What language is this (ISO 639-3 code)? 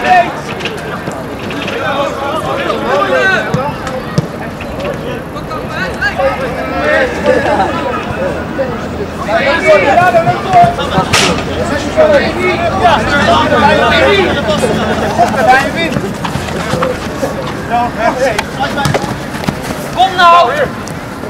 nld